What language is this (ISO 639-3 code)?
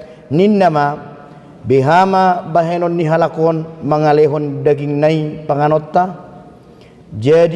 bbc